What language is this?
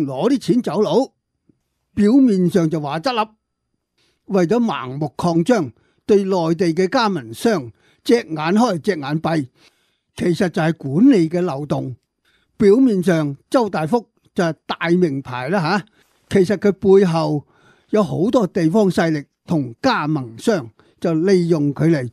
Cantonese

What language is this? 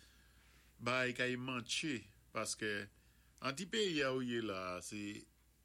Saint Lucian Creole French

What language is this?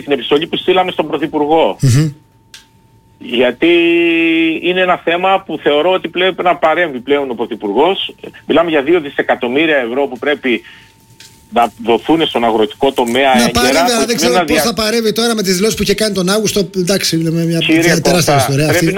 Greek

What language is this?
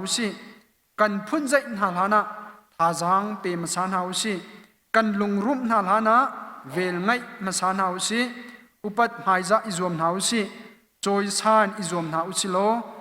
Hakha Chin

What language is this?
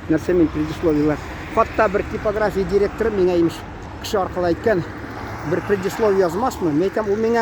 Tatar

